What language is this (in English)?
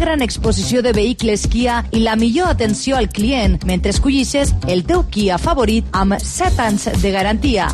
Catalan